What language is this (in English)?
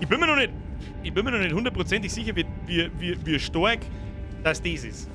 Bavarian